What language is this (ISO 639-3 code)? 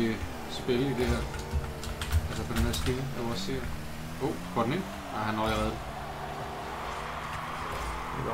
dan